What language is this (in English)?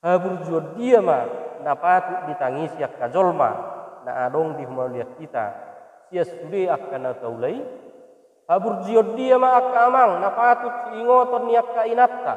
Batak Toba